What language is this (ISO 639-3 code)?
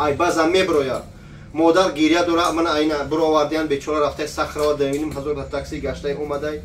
tgk